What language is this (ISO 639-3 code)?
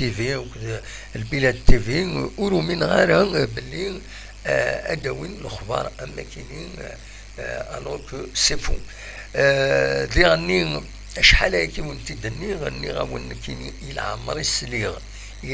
kab